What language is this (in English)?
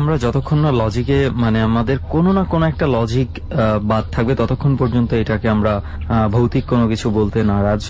Bangla